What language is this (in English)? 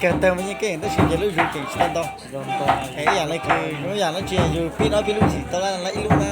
Hmong